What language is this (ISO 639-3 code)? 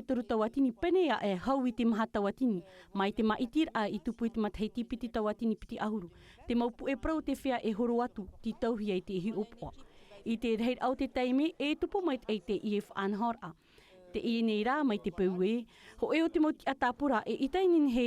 tah